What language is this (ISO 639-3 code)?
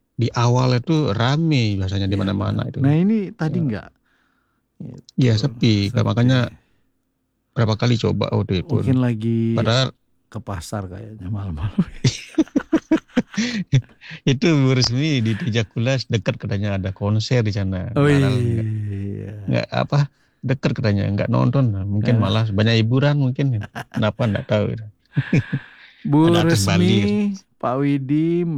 ind